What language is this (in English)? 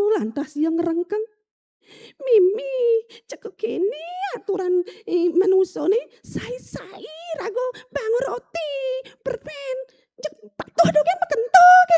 Balinese